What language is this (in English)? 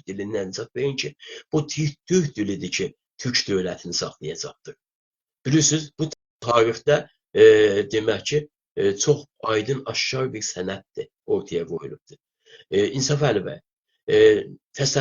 South Azerbaijani